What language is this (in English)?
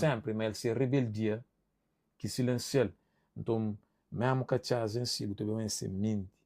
Kabuverdianu